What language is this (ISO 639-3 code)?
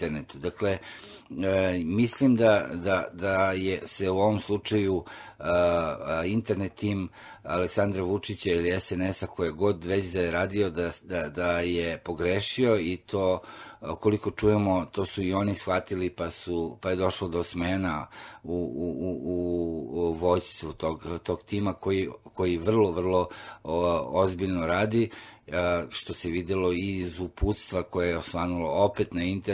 srp